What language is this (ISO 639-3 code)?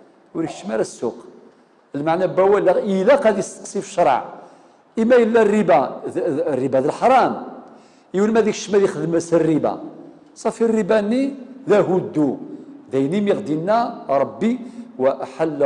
kab